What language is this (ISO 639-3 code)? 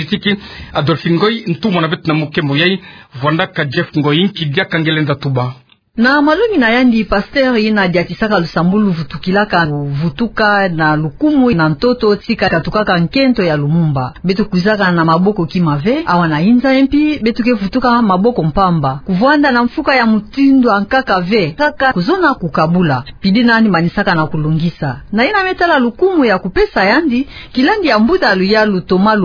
ktu